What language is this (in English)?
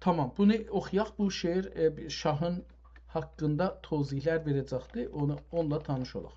South Azerbaijani